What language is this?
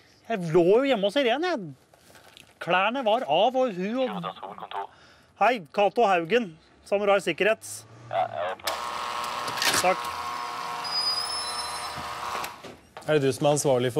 Norwegian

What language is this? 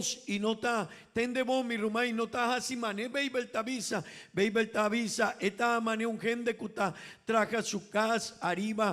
Papiamento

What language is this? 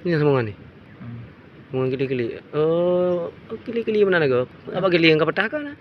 Achinese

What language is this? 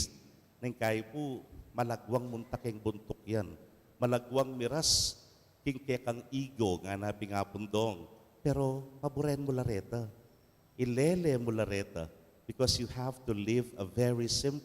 Pampanga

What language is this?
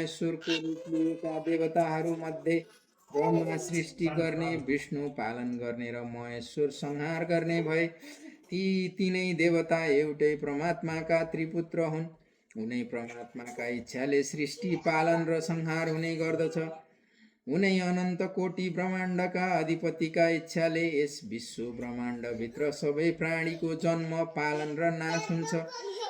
Nepali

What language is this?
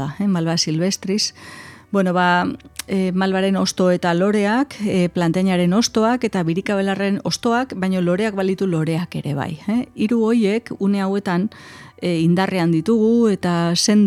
Basque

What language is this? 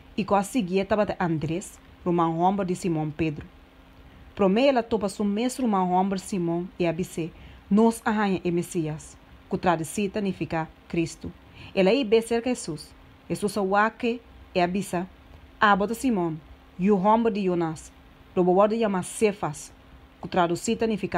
Papiamento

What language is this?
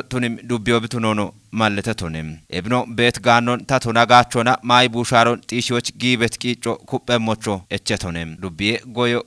Kafa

